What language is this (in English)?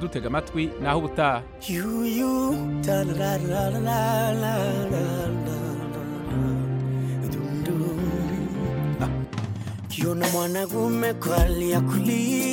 Kinyarwanda